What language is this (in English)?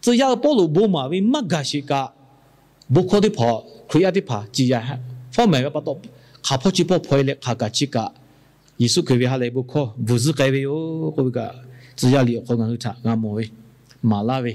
Lahu